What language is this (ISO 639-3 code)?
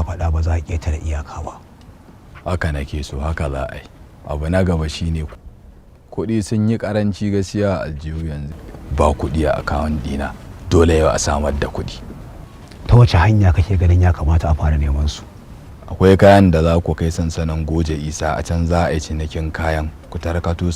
hau